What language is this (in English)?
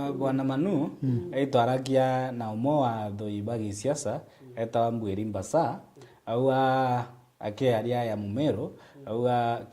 Meru